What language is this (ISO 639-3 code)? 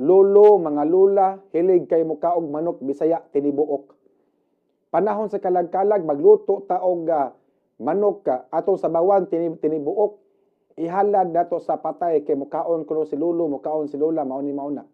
ceb